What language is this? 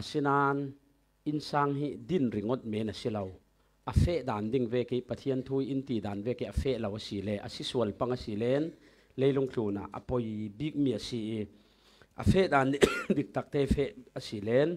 Falam Chin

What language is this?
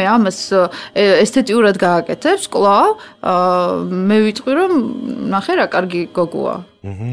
Georgian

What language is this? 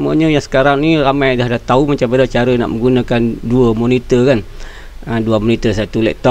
Malay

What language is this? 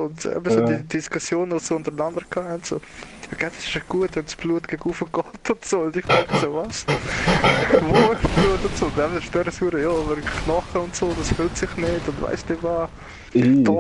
Swiss German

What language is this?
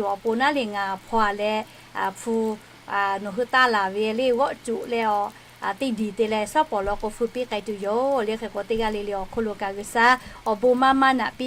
Lahu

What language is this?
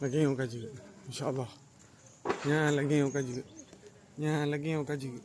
Achinese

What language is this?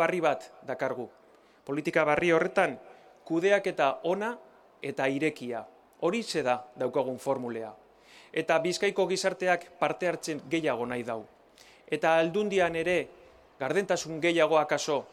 Basque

